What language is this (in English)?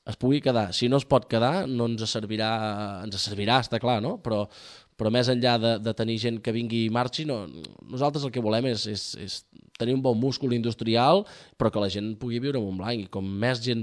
Catalan